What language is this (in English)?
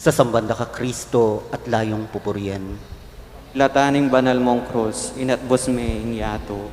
Pampanga